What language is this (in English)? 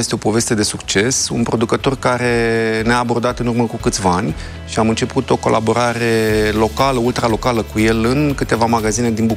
Romanian